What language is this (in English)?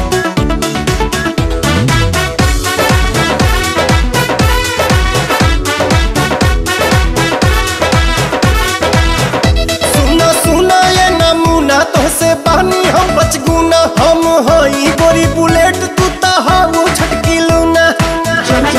Bhojpuri